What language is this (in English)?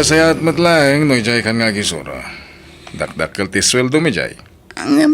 Iloko